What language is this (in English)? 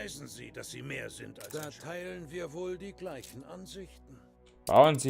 Bavarian